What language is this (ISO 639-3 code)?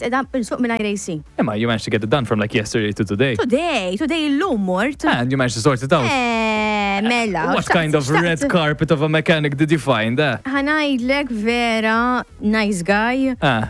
mlt